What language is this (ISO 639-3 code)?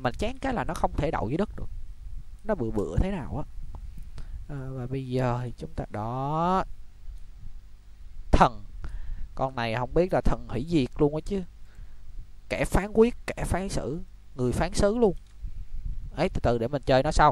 vie